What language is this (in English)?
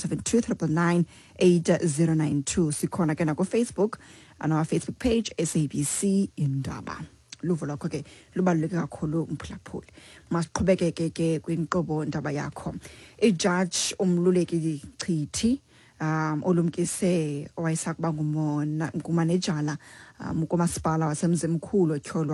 Xhosa